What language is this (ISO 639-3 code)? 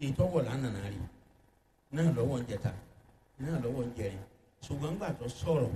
yor